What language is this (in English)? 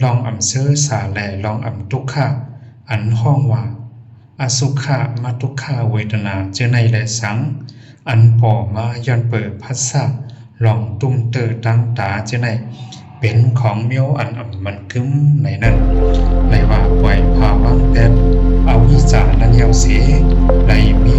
Shan